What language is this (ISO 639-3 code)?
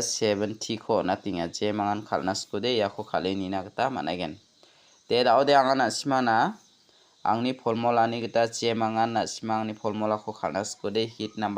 grt